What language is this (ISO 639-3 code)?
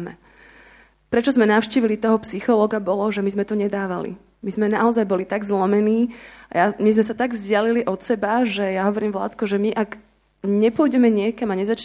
slk